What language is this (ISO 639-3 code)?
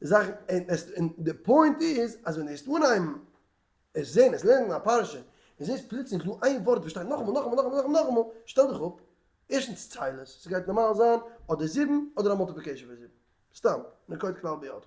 yid